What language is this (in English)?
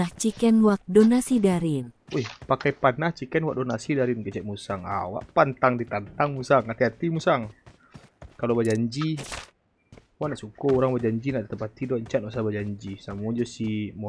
Minangkabau